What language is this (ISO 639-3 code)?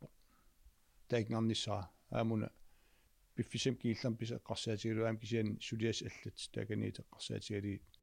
kal